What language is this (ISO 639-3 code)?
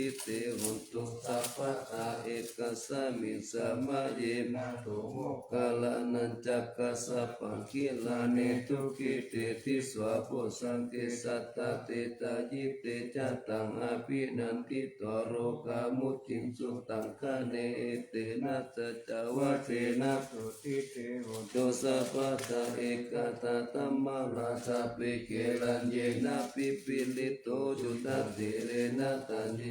pli